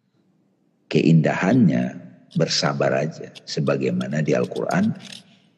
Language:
Indonesian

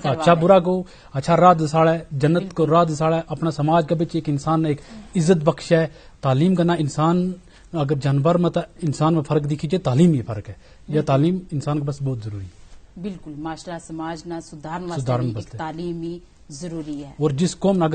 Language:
Gujari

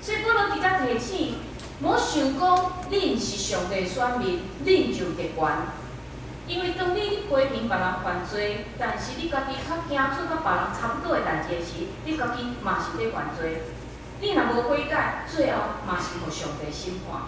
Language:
Min Nan Chinese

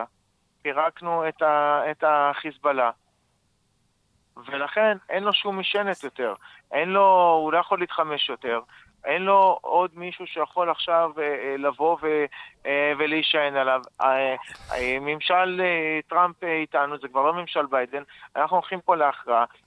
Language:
Hebrew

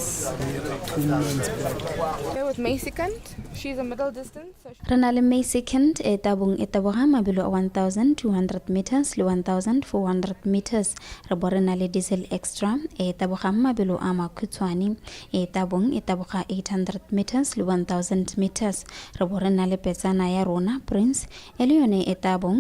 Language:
Tswana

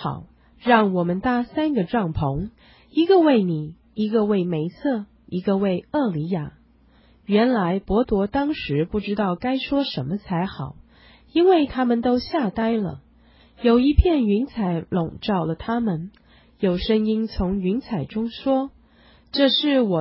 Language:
Chinese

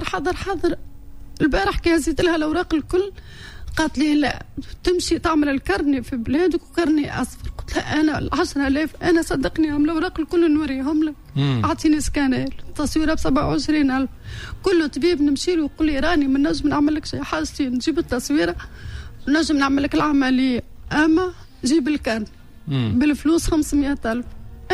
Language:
Tunisian Arabic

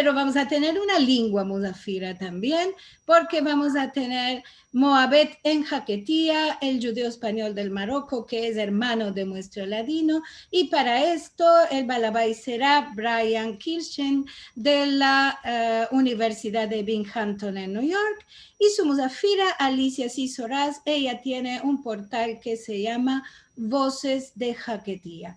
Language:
Ladino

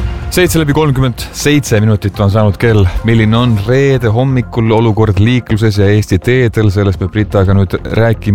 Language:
Estonian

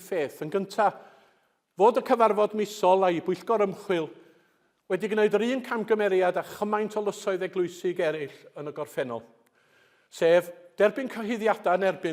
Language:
Welsh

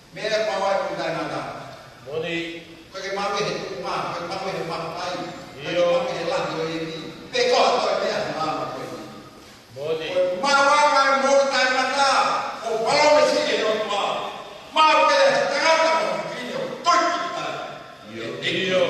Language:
Tongan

